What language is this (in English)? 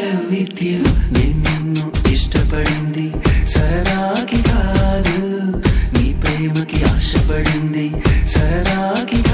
Telugu